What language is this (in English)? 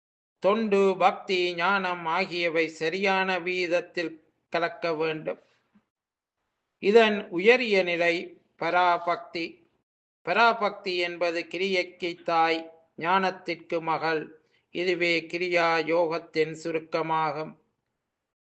Tamil